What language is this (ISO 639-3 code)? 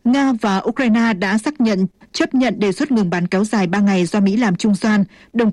vie